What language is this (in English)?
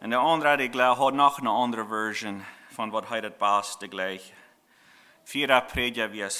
Plautdietsch